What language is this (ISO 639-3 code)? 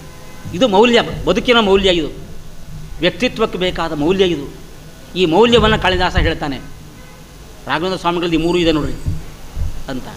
kan